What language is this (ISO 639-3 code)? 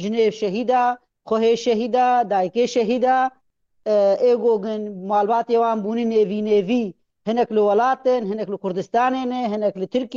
kur